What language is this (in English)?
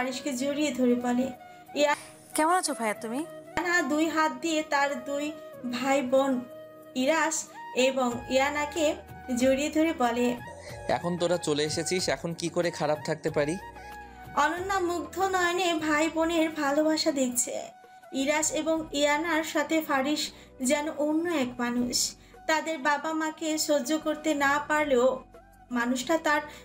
Bangla